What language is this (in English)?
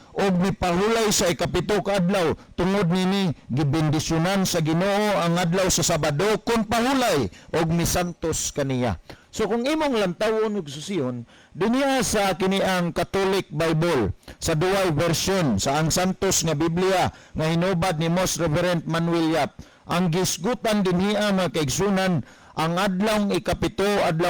Cebuano